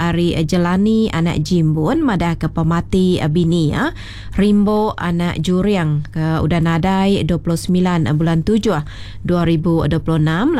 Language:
Iban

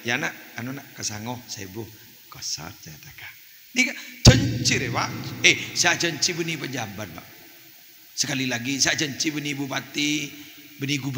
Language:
Madurese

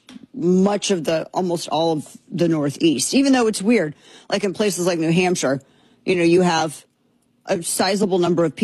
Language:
English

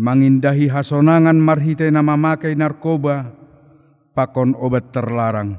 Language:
Batak Simalungun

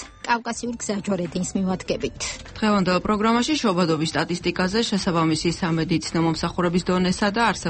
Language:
Georgian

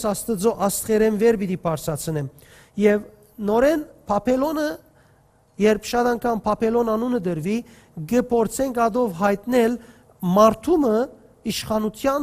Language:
Western Armenian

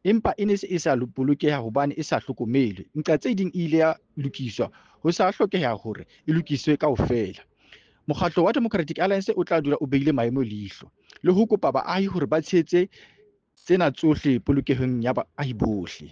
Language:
Southern Sotho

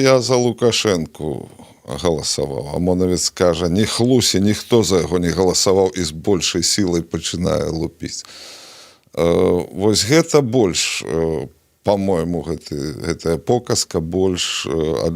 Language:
Belarusian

